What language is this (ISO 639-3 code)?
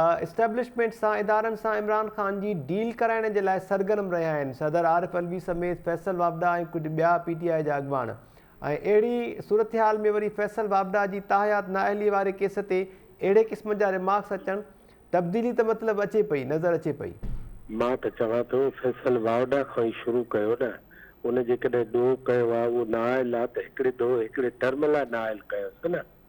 snd